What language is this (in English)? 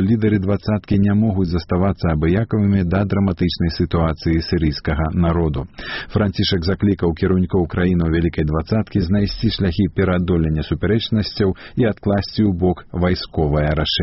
Belarusian